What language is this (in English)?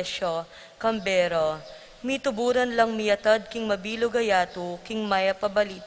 Pampanga